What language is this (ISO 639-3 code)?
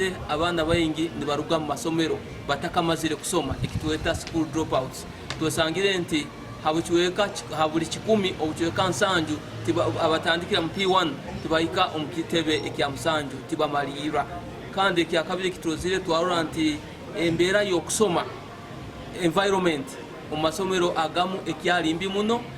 nyn